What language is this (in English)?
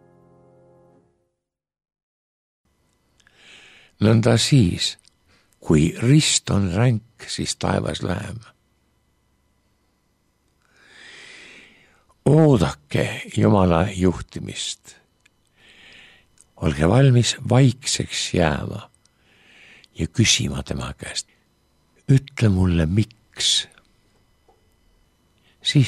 Estonian